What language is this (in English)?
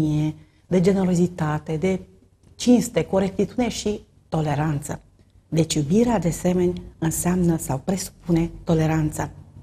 Romanian